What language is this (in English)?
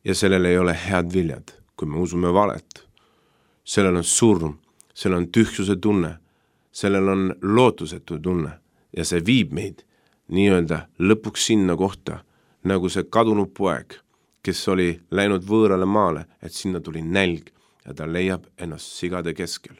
Estonian